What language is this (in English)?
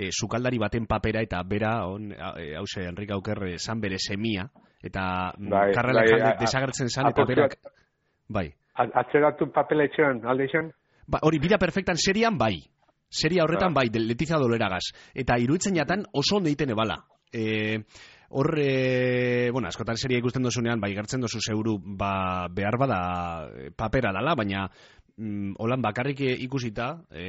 Basque